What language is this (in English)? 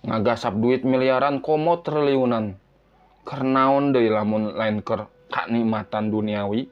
Sundanese